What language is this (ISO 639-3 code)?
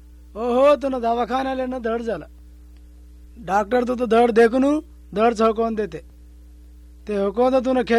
mar